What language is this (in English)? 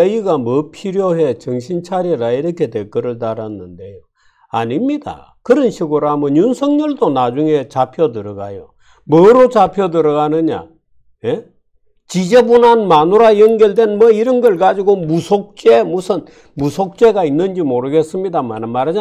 Korean